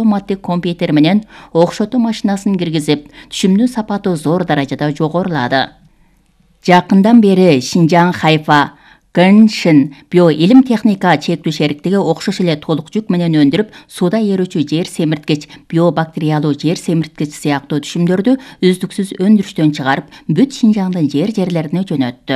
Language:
Kyrgyz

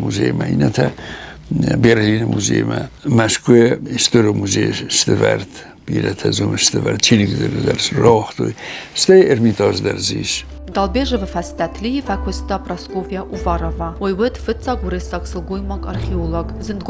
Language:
Ossetic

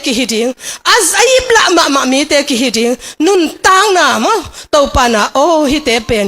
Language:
Tedim Chin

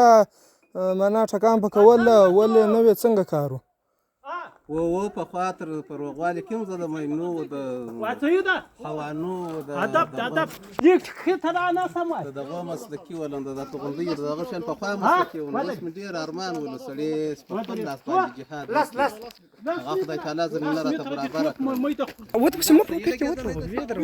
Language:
Pashto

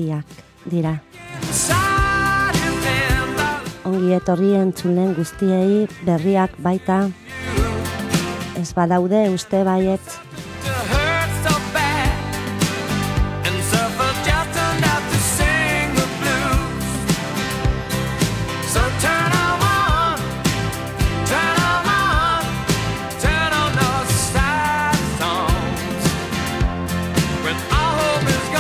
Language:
Basque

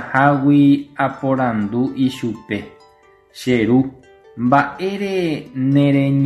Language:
Guarani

